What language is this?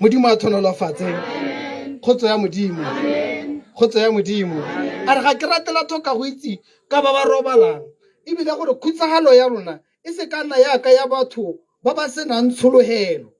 Tswana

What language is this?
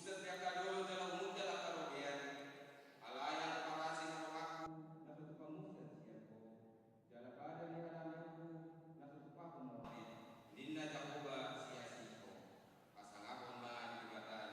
Batak Toba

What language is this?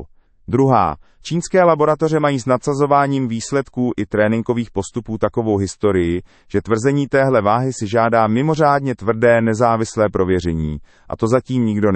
Czech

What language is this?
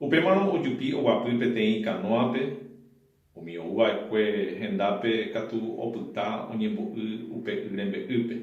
Guarani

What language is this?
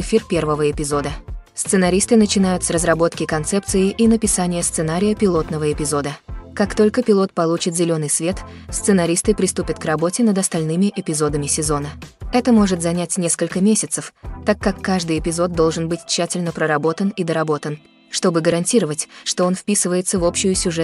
Russian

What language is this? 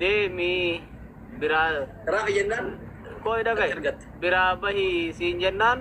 Oromo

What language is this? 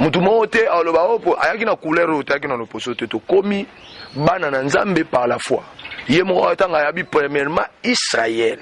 Lingala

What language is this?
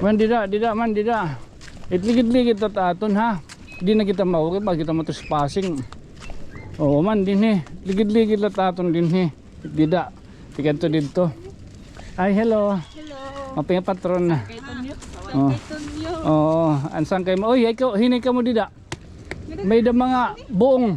Waray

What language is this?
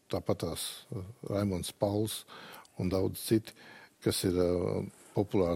Latvian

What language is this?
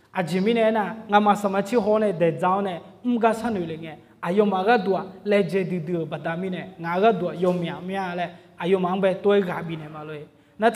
Akha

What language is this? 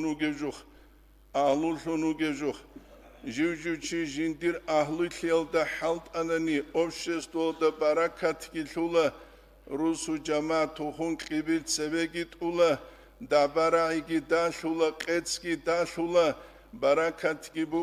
Avaric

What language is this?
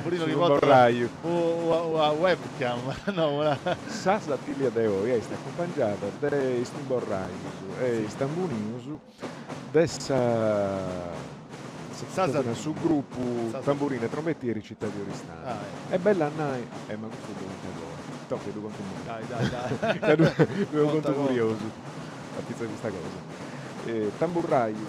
Sardinian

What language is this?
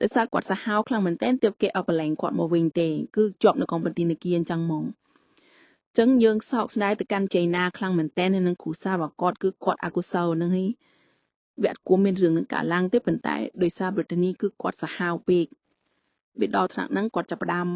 Khmer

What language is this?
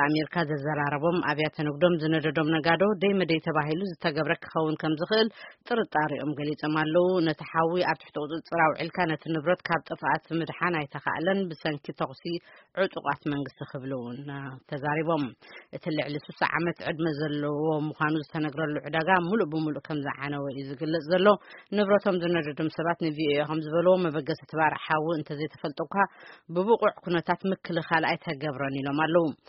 Tigrinya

